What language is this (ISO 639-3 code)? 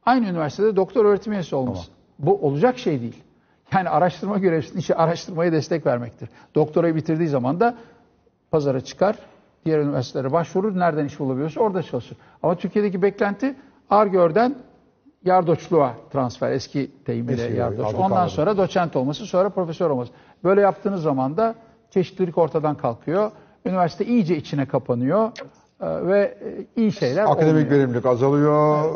tur